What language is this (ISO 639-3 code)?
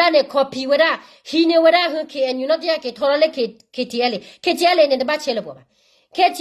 ksw